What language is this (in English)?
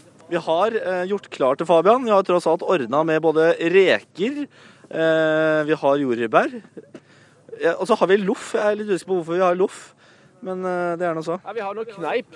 Norwegian